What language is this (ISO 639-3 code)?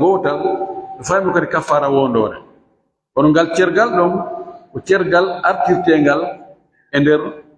ful